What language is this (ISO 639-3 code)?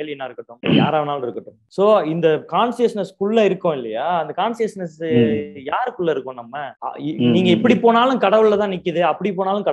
tam